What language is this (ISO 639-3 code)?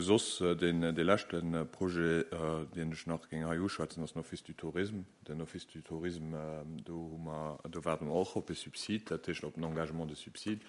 ltz